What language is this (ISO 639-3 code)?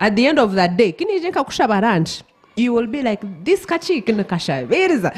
nyn